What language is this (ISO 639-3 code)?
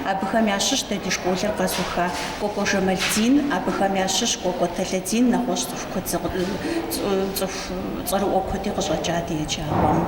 kbd